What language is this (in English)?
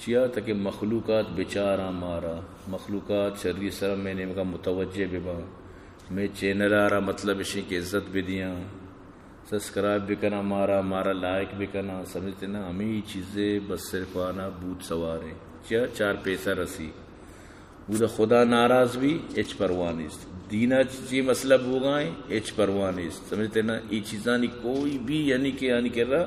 Eastern Balochi